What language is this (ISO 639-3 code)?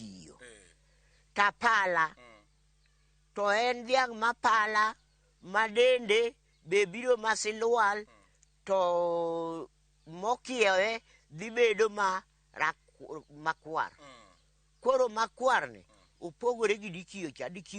luo